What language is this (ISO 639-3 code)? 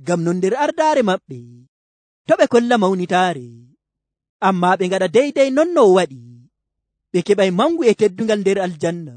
fuv